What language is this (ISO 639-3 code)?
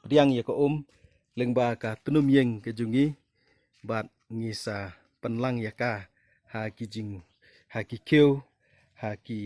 kha